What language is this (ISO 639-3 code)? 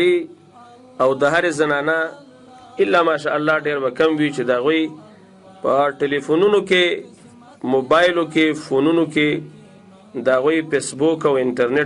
pus